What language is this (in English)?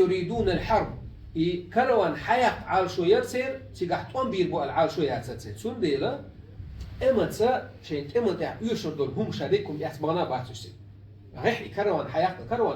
Chechen